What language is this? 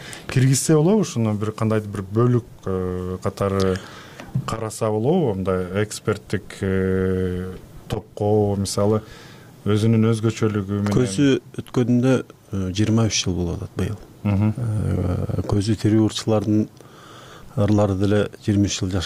Kyrgyz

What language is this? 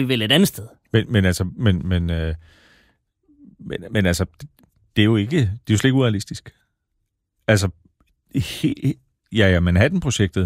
Danish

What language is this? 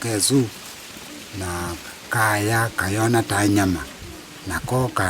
Kamba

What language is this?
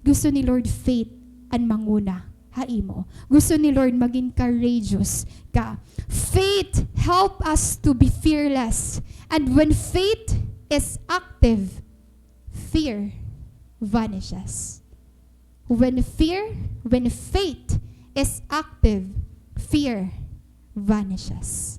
Waray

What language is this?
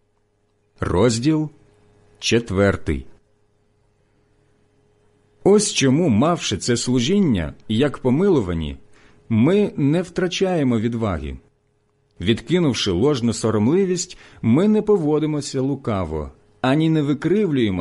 Ukrainian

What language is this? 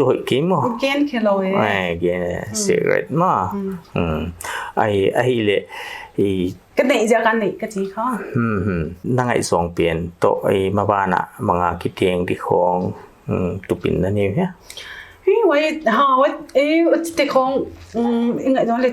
Paite Chin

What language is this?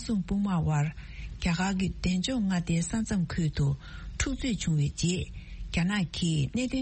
Tibetan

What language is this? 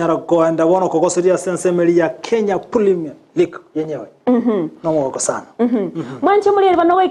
Gusii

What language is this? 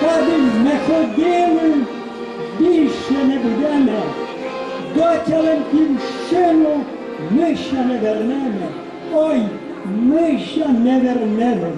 Rusyn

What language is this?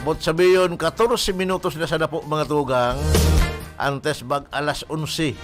Bikol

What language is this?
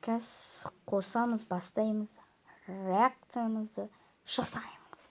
Kazakh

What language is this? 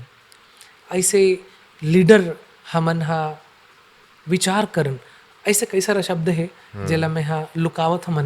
Chhattisgarhi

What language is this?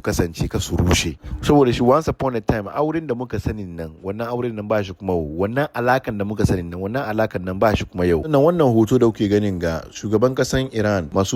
Hausa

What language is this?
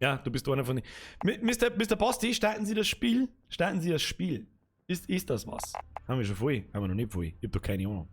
Bavarian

